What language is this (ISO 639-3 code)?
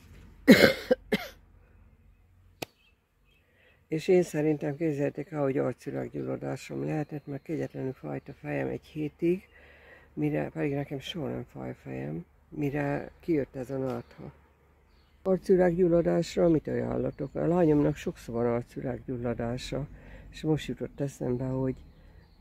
hun